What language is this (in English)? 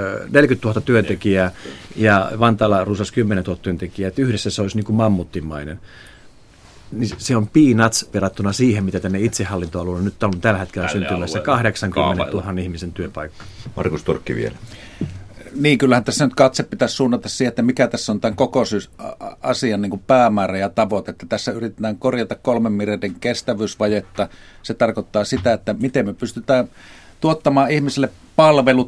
Finnish